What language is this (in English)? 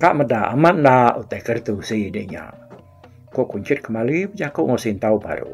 Iban